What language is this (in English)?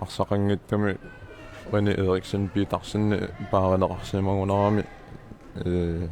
Kalaallisut